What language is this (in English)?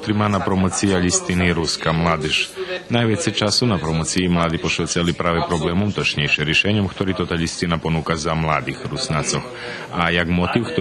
Rusyn